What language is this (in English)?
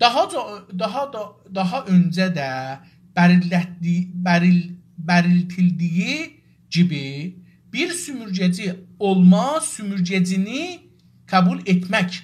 South Azerbaijani